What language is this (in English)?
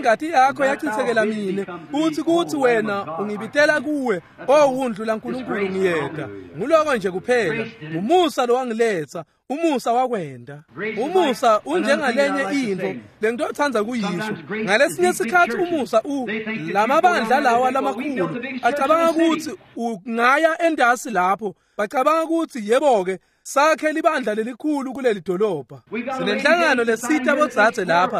Swati